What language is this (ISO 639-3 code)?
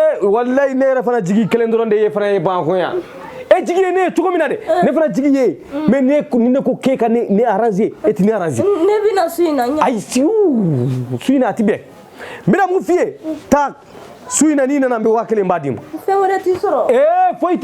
bam